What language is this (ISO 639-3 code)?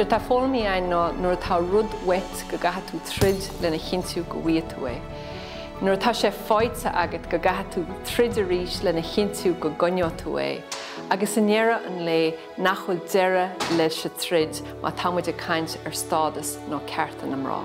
gle